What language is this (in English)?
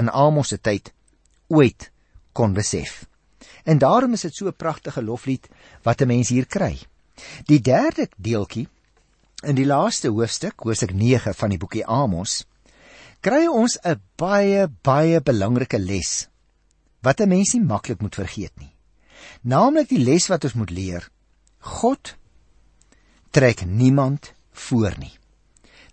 Afrikaans